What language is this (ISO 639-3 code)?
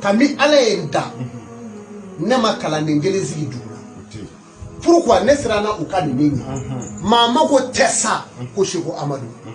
bam